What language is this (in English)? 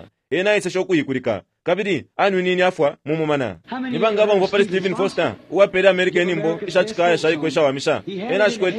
Bemba